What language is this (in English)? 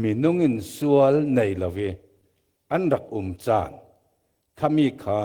Falam Chin